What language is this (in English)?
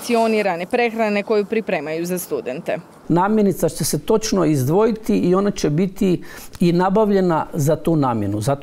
Croatian